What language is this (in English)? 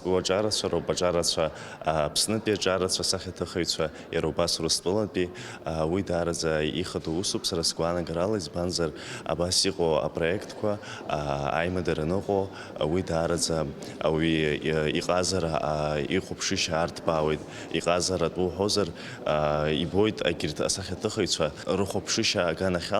Abkhazian